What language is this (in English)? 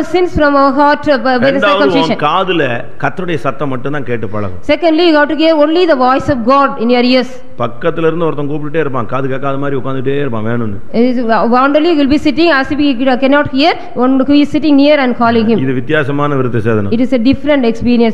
Tamil